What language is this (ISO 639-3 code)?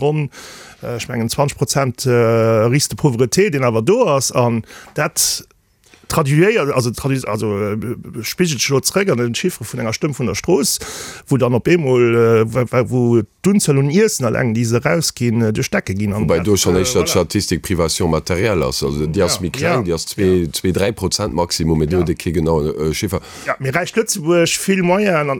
ltz